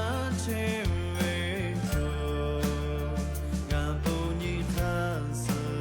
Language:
Lahu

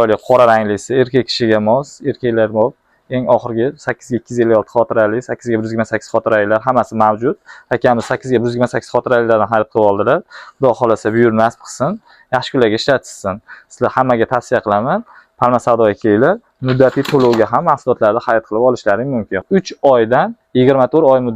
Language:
Uzbek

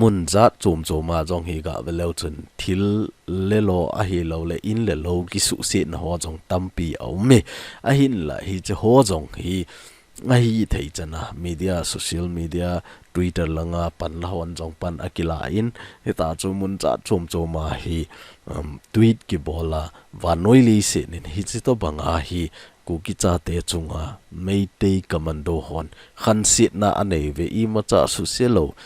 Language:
Thado Chin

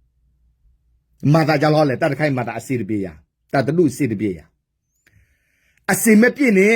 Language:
S'gaw Karen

